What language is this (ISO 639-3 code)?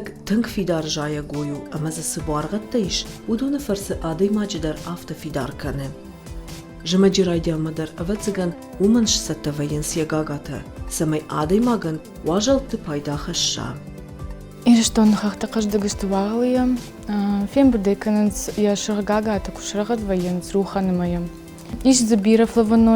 oss